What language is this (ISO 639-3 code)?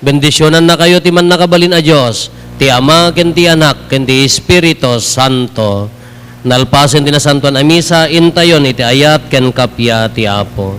ilo